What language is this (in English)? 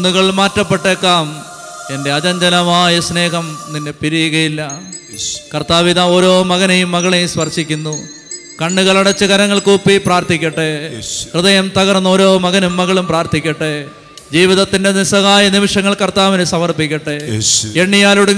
Malayalam